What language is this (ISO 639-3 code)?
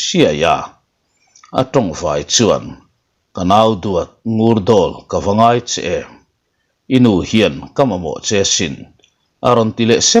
lus